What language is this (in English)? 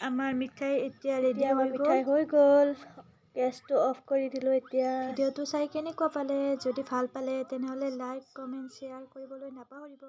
Assamese